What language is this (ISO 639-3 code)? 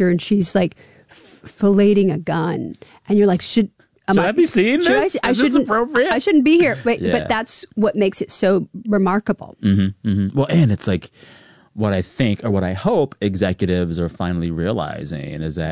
eng